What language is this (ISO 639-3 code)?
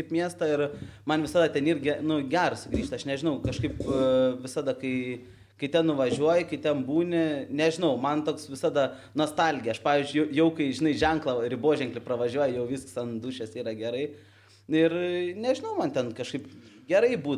lit